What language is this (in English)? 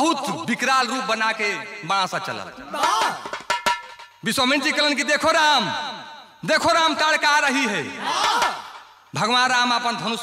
Bhojpuri